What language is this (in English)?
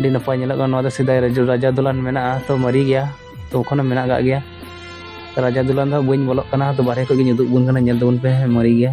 Santali